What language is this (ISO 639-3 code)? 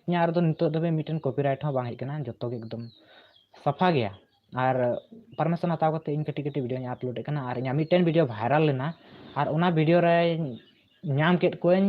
sat